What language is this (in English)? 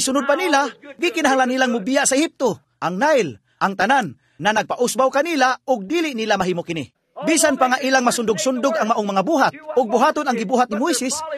Cebuano